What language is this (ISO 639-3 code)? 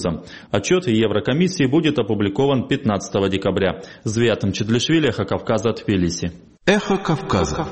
rus